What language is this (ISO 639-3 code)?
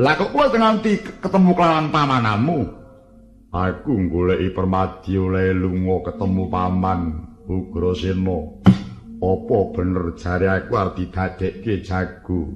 jav